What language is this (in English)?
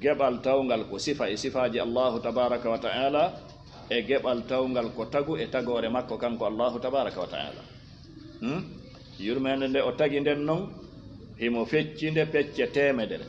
Fula